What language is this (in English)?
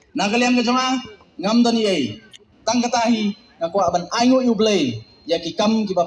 Khasi